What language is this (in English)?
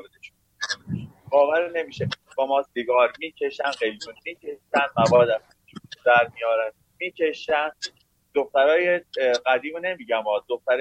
Persian